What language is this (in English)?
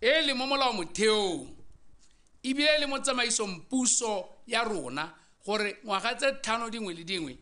Tswana